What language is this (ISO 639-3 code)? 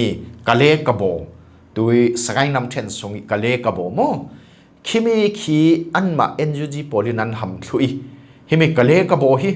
cfm